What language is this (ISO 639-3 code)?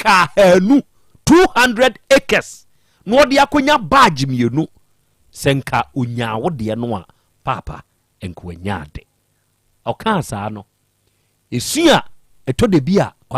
aka